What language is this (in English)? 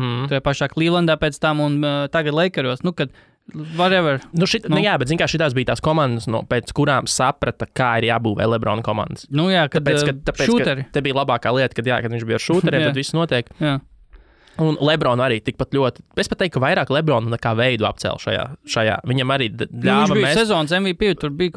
Latvian